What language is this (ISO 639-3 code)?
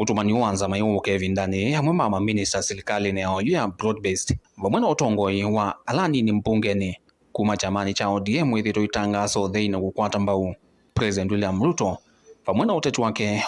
kam